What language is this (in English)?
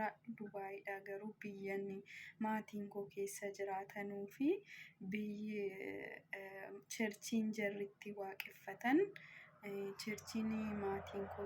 Oromo